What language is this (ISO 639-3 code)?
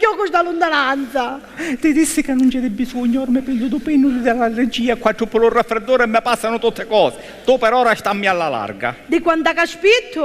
scn